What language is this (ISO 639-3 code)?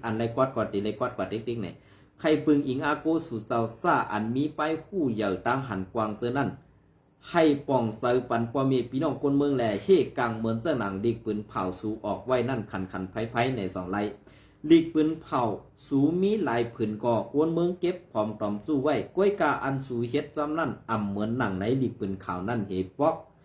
shn